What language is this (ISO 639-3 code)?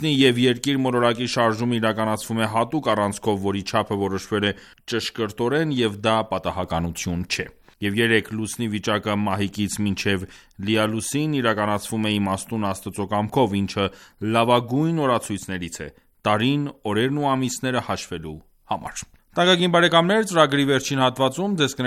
hye